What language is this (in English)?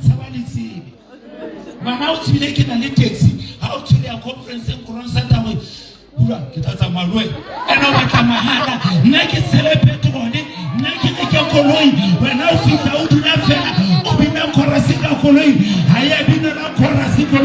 Southern Sotho